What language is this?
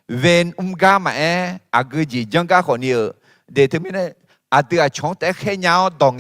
Akha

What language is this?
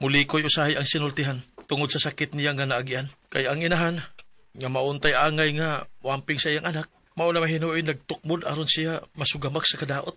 Cebuano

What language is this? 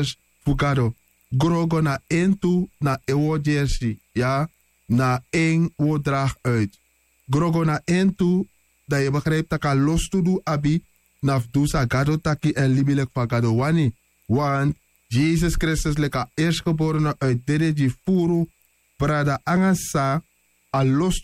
Sranan Tongo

